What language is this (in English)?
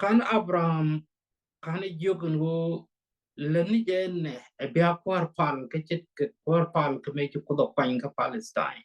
Nuer